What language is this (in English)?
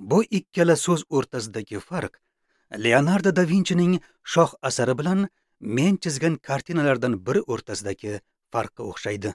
Uzbek